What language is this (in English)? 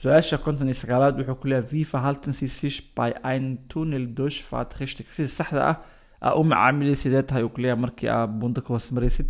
Somali